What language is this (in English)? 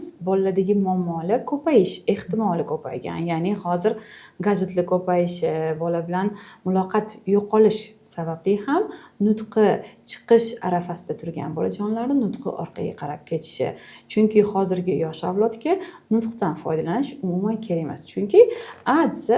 Uzbek